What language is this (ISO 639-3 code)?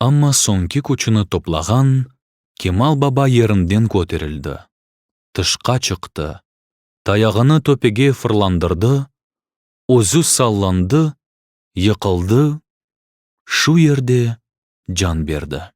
crh